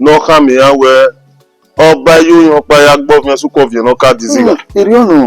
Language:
Bini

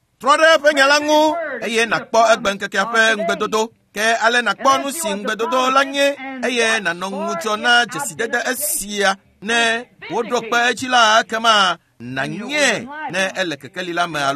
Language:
Ewe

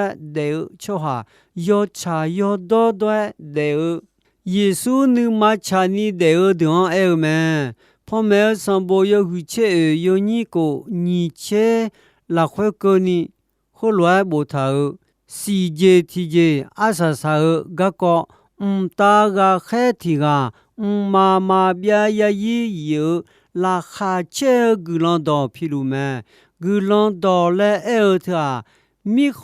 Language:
Akha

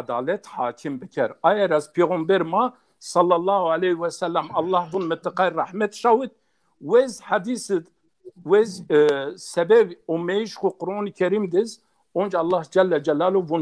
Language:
Zaza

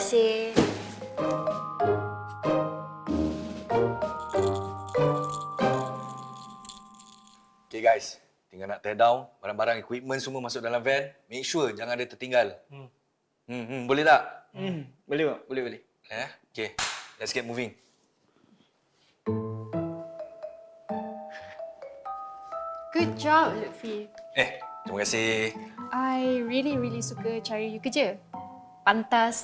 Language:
Malay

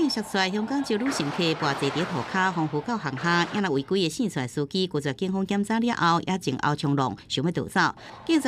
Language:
Min Nan Chinese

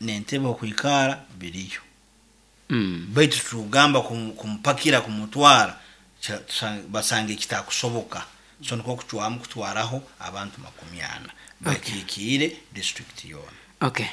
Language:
Nyoro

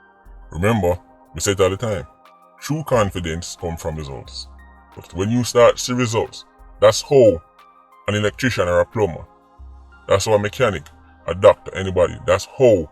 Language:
Jamaican Creole English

